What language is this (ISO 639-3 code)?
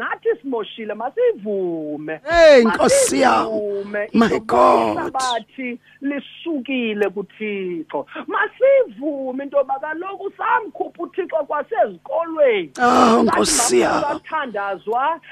xho